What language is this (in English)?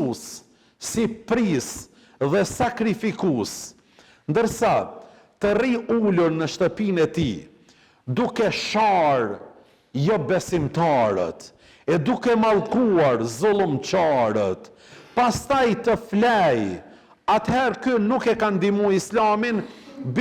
Albanian